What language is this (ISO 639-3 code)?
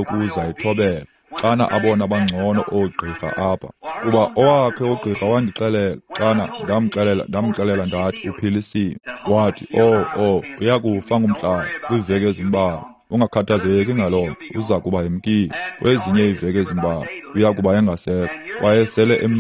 xho